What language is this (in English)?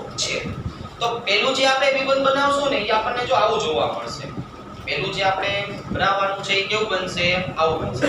Gujarati